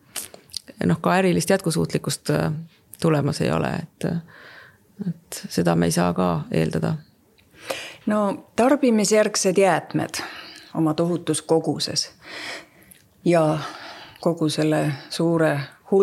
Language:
Estonian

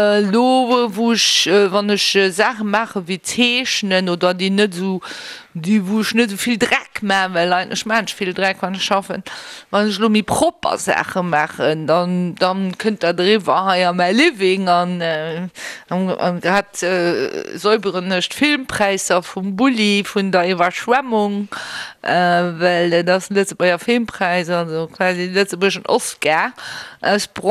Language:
Luxembourgish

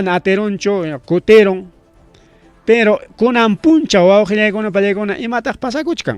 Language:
Ayacucho Quechua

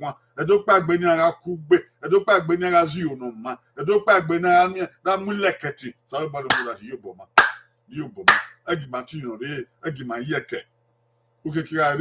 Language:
Bini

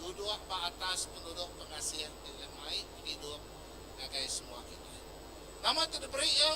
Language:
Iban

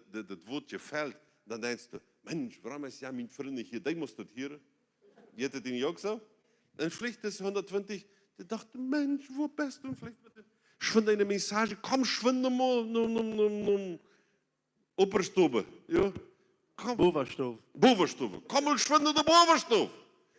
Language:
Plautdietsch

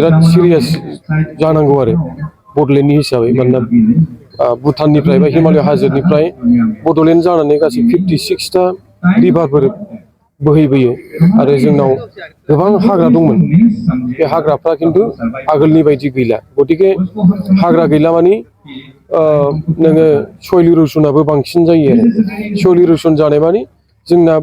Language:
Bodo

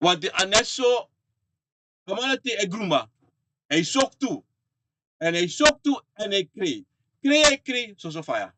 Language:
Sranan Tongo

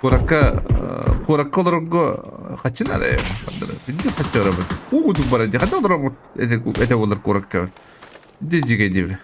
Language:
Yakut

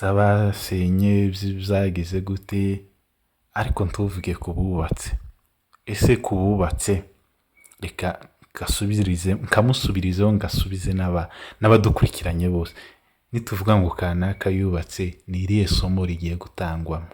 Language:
Kinyarwanda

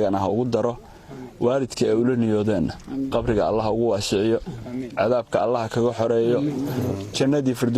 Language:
Somali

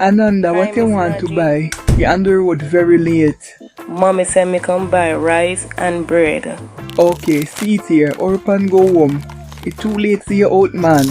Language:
Jamaican Creole English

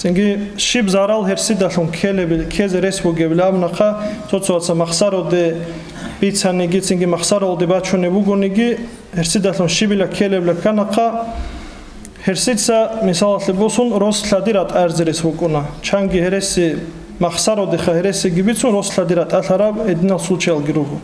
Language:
Avaric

